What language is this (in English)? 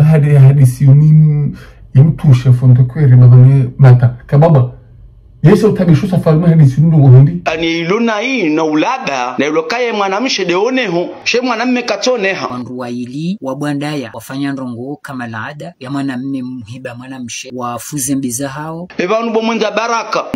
Ngazidja Comorian